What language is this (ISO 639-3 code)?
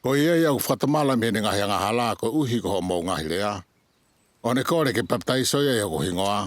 ton